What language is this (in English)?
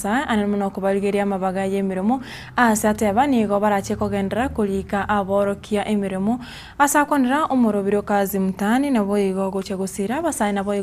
Gusii